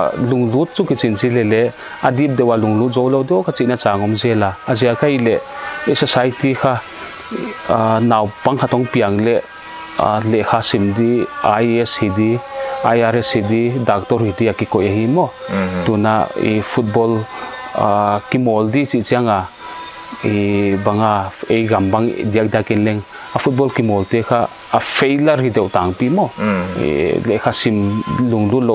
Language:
Paite Chin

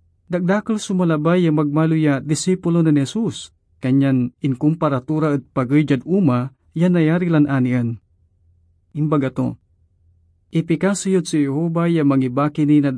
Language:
Pangasinan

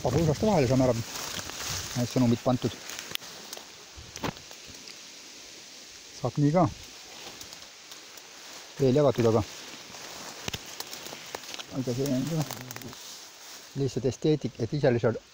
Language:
Estonian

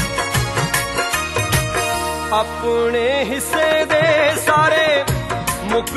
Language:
Punjabi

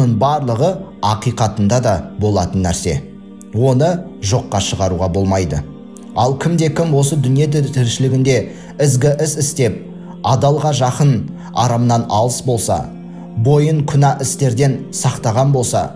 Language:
Kazakh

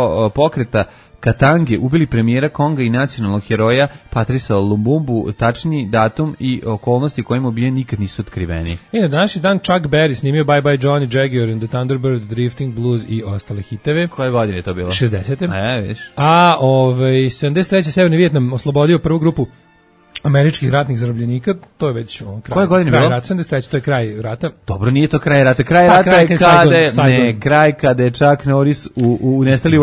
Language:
Serbian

